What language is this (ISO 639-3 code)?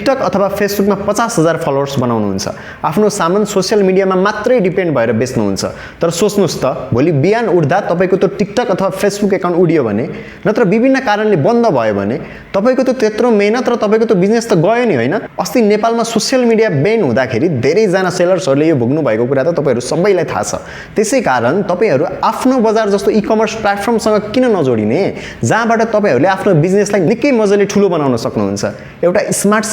nep